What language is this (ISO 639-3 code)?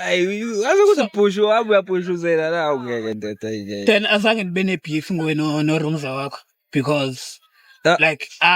zul